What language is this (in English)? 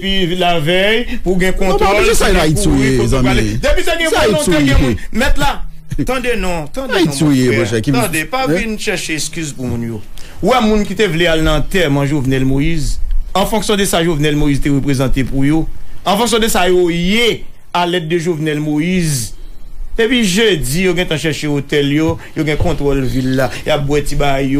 Haitian Creole